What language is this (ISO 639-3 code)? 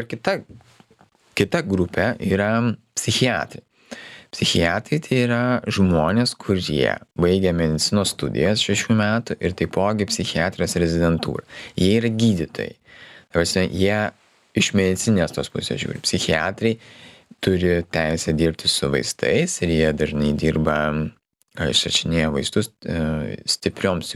lit